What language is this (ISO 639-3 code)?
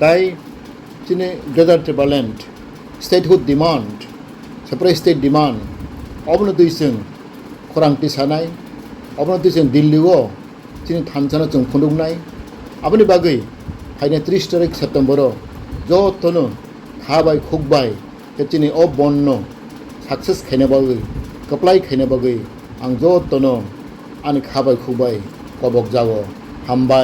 trp